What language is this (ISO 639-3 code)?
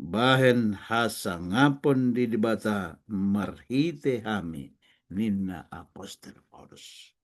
bbc